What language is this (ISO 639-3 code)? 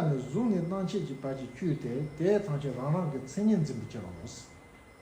bod